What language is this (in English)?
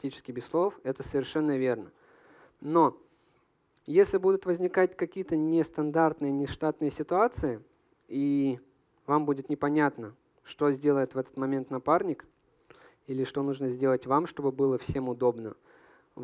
Russian